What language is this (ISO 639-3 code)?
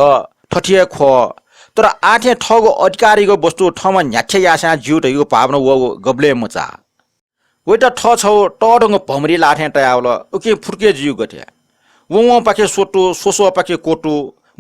new